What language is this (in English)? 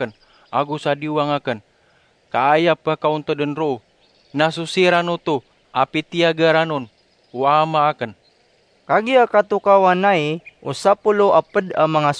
Maranao